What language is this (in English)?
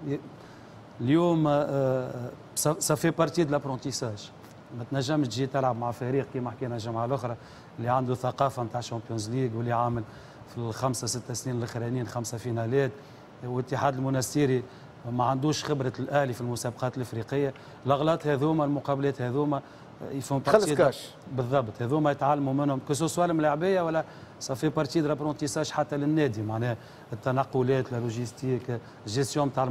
Tunisian Arabic